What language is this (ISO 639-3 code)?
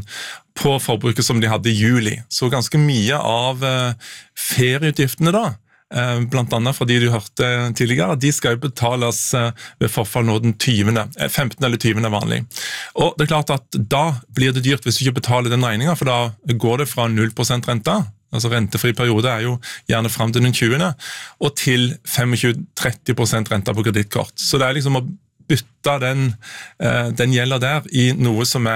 nor